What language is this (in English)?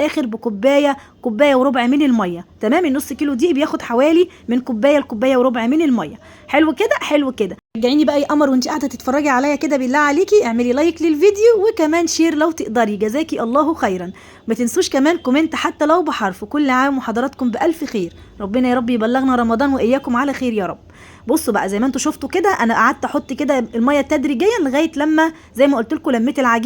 Egyptian Arabic